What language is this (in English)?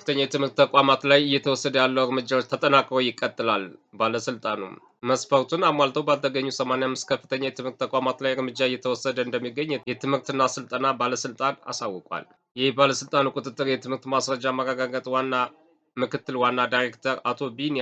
Amharic